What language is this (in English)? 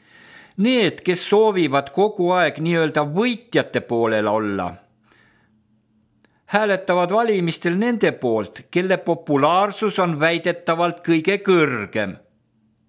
Estonian